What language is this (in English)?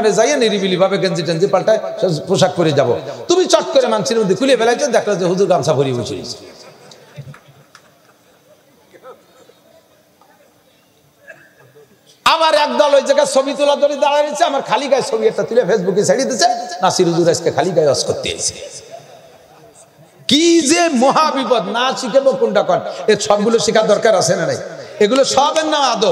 Bangla